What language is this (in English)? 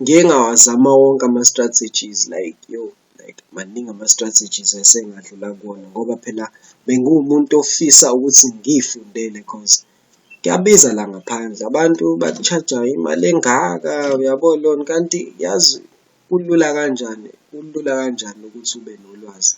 Zulu